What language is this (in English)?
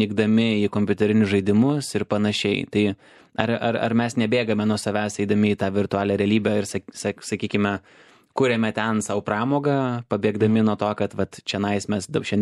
Lithuanian